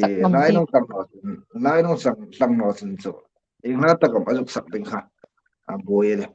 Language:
Hmar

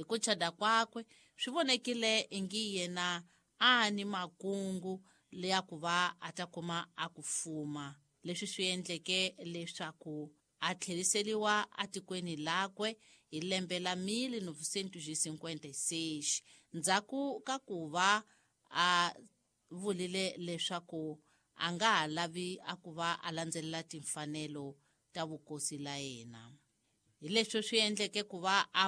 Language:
Tsonga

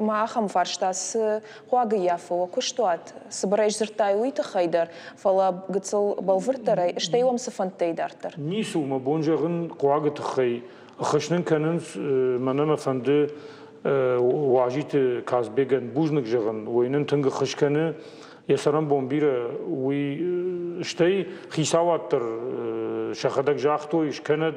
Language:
Ossetic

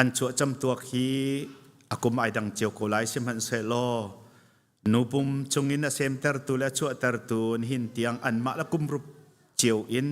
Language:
Hakha Chin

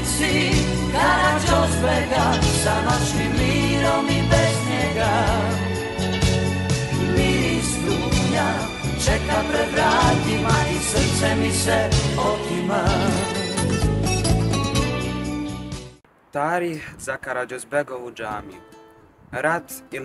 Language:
Bosnian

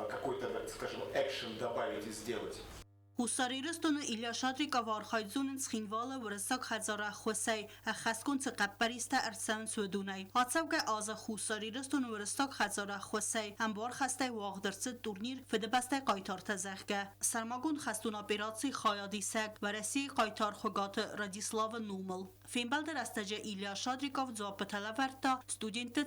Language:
Ossetic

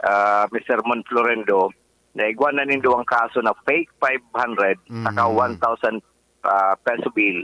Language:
Bikol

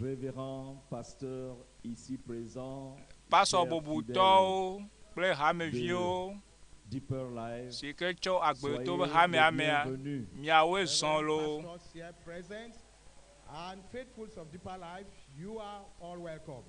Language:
Ewe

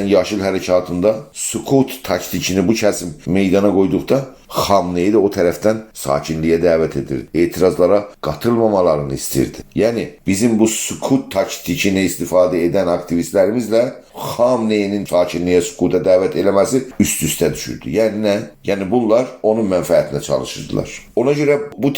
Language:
South Azerbaijani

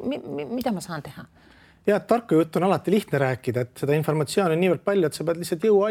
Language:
Estonian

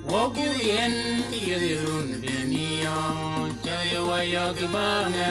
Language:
Shilluk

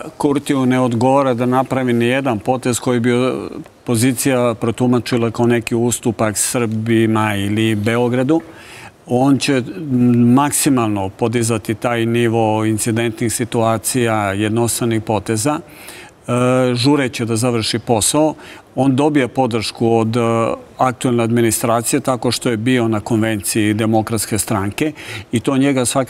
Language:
Serbian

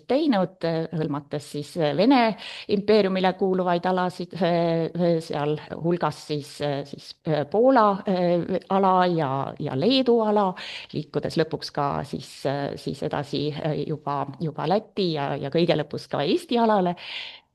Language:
Estonian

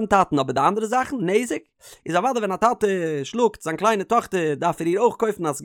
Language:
Yiddish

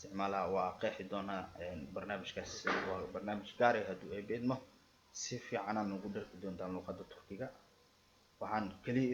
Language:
Somali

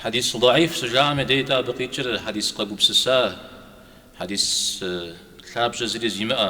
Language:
Kabardian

